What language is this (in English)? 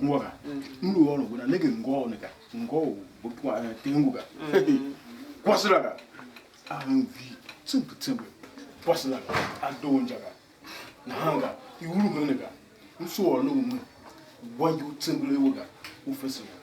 Tiv